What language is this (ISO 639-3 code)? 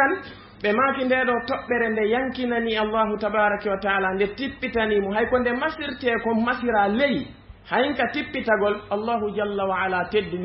ful